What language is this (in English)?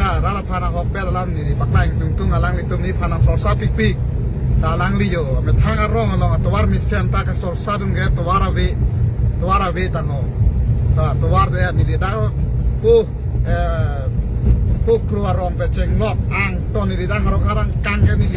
Karbi